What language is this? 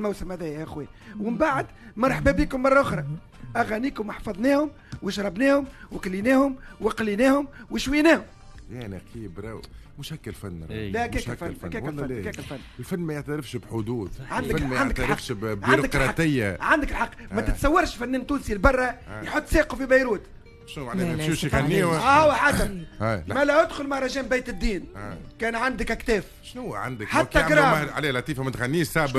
Tunisian Arabic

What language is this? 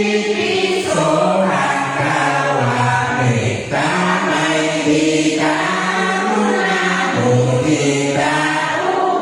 Pali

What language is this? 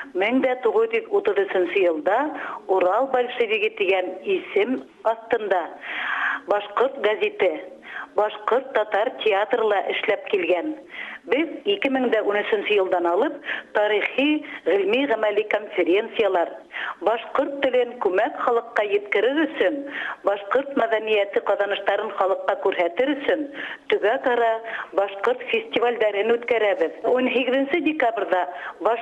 Bashkir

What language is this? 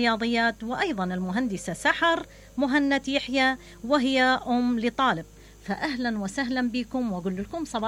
Mesopotamian Arabic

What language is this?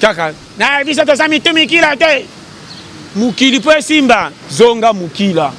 Lingala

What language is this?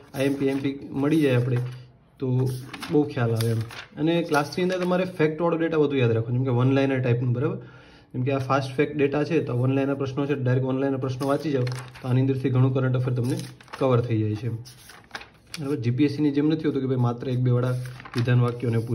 Gujarati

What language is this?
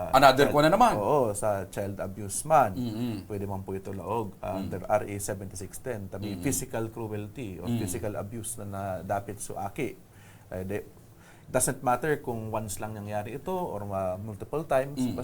Bikol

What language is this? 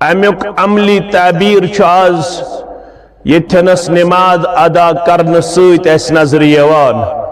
Kashmiri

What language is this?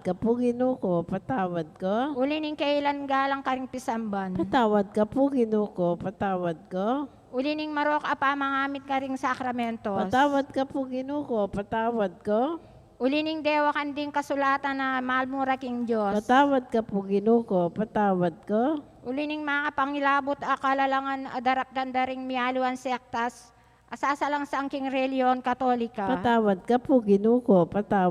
Pampanga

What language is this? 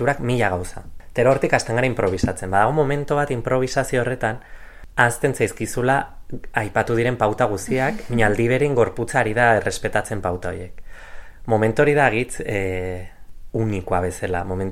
Basque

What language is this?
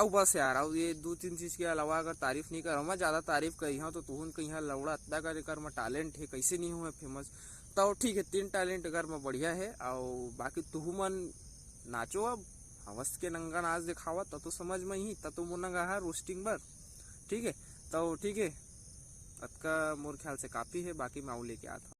Chhattisgarhi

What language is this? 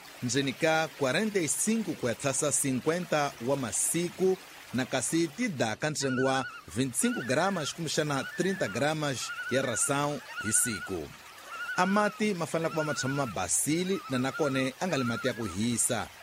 Tsonga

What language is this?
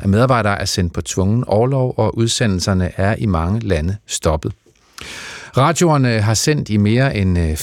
Danish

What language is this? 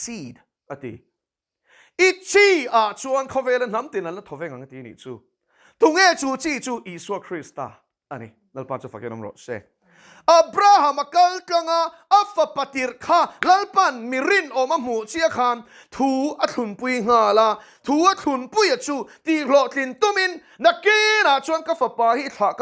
Mizo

